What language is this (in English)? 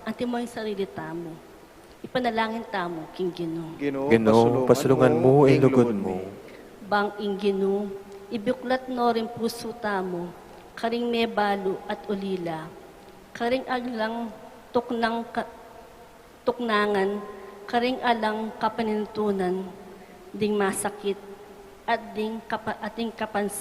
Pampanga